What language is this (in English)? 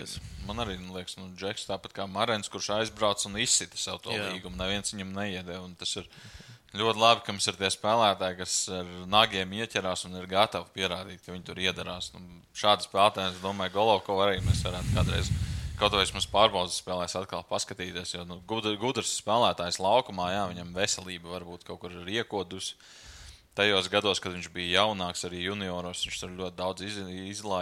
Latvian